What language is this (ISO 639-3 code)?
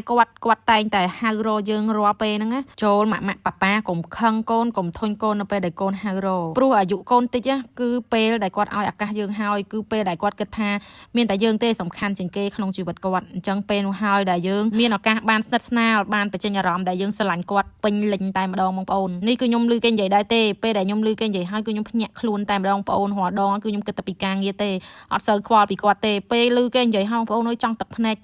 khm